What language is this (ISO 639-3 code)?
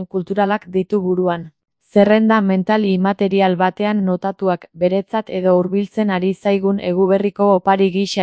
eus